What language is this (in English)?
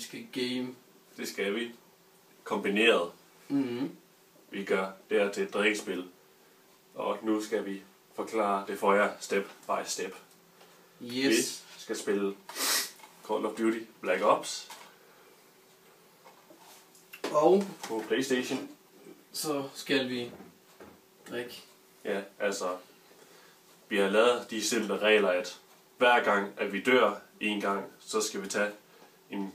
Danish